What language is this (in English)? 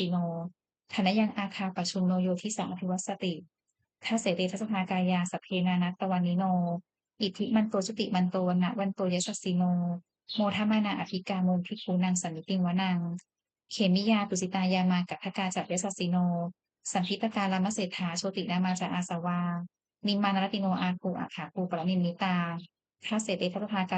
Pali